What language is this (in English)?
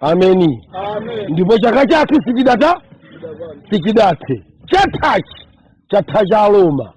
Nyanja